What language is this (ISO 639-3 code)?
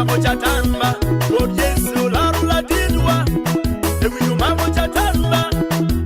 ach